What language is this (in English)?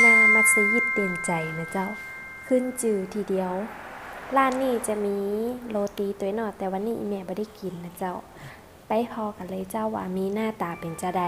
Northern Thai